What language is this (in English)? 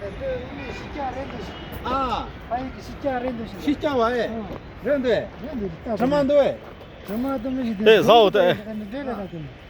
Tibetan